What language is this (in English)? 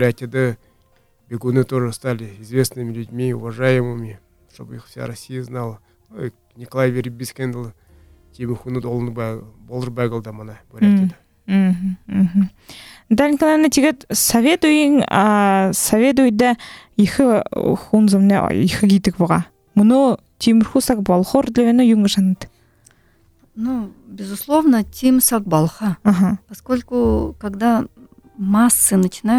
Buriat